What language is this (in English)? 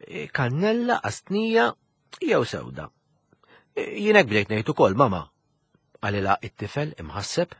Maltese